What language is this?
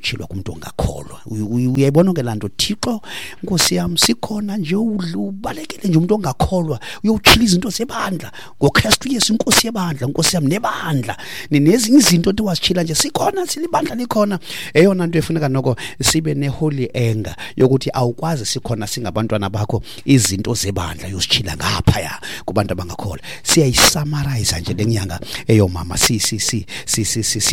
Xhosa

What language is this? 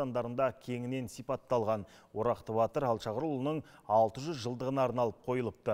Kazakh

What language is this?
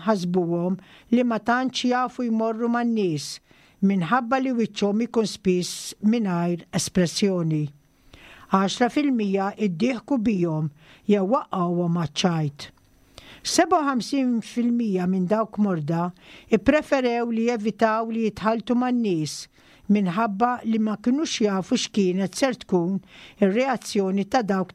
Maltese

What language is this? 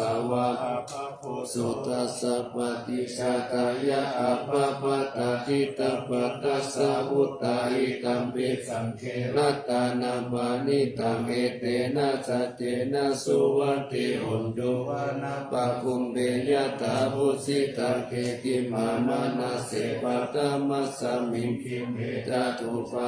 Pali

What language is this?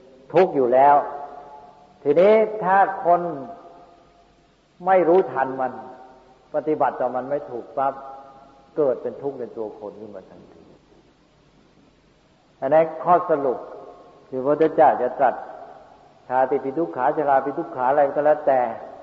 Thai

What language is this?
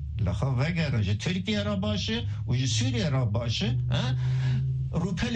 Kurdish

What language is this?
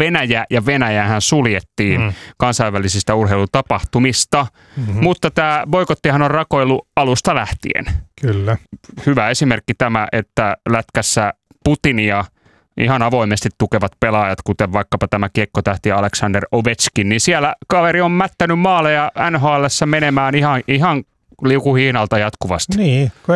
Finnish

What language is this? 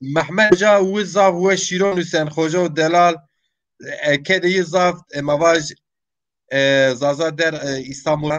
Zaza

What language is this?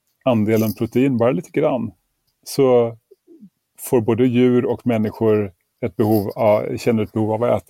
Swedish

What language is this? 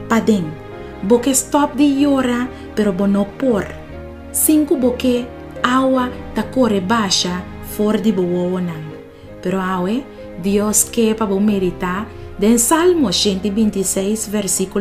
Papiamento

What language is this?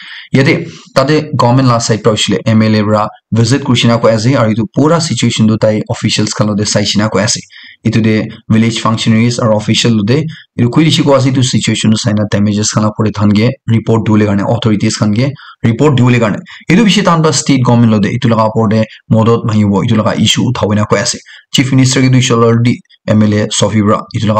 Naga Pidgin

